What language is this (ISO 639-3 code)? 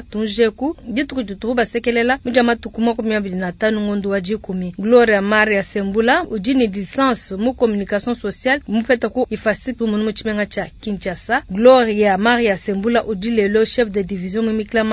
lua